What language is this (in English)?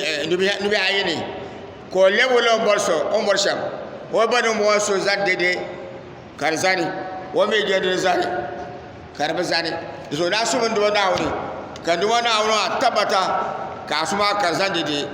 Dagbani